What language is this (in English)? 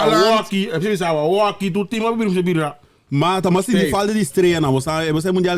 Papiamento